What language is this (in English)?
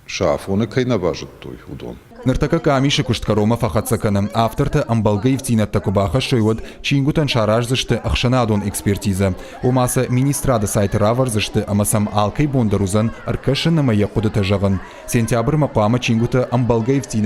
Ossetic